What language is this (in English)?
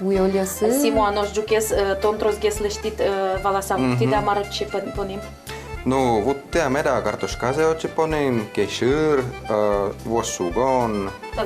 Udmurt